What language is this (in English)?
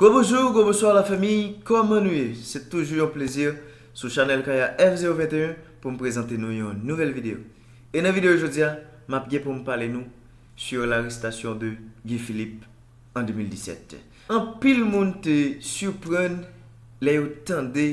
Haitian Creole